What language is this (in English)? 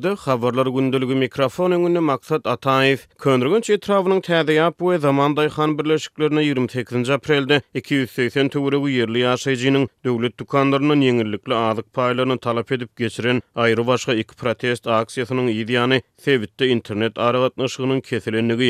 Turkmen